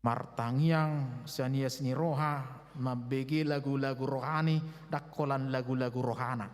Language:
Batak Toba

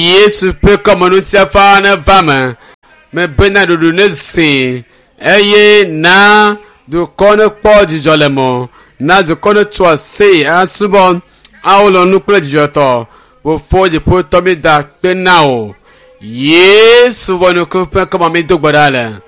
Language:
Ewe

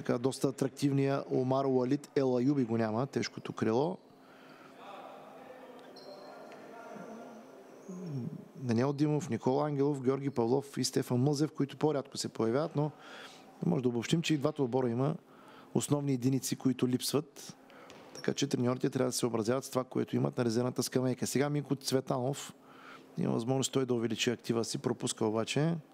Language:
Bulgarian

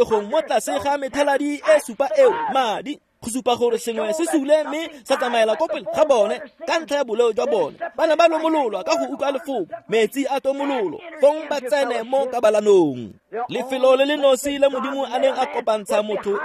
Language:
Tswana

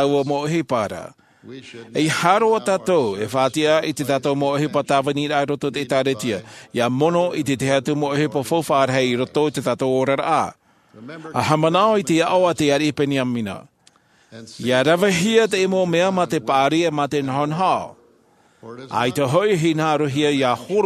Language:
Tahitian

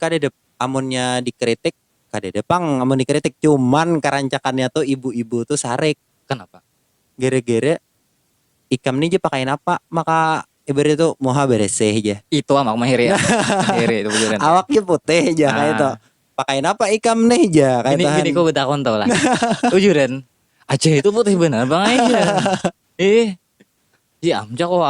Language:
Banjar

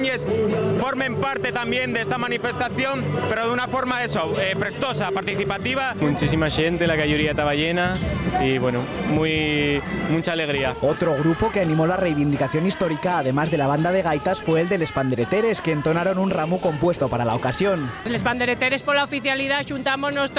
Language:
Asturian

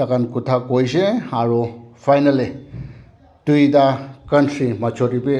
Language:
Naga Pidgin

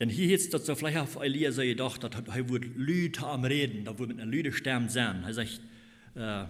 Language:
Plautdietsch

